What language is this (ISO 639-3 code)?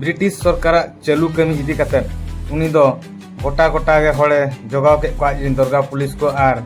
sat